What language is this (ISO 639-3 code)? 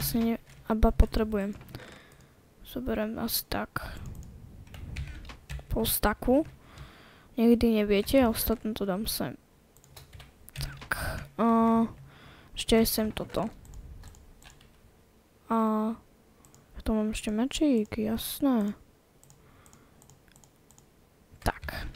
slk